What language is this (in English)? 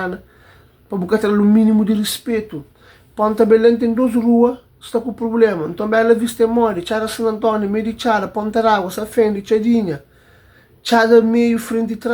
Kabuverdianu